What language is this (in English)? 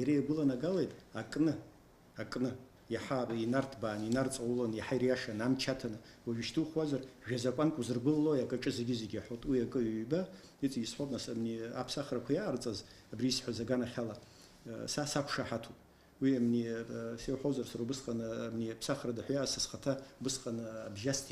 Abkhazian